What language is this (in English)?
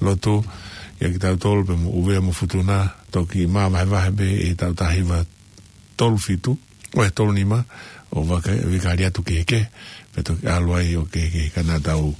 Tongan